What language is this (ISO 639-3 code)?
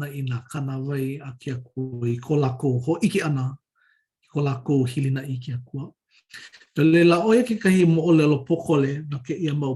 haw